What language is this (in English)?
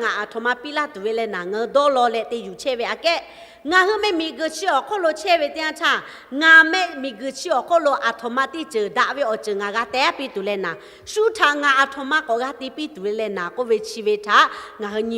Lahu